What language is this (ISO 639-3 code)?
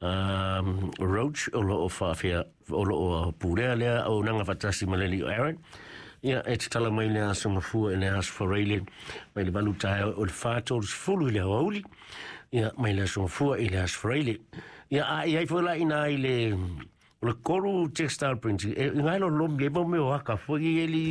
smo